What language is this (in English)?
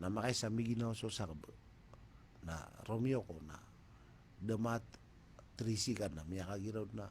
Maranao